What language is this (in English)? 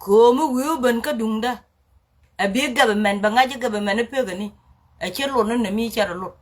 Nuer